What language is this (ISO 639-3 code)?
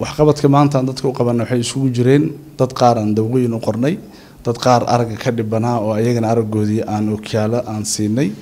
som